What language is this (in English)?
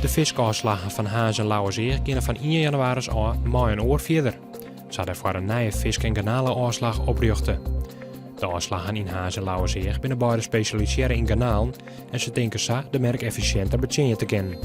Western Frisian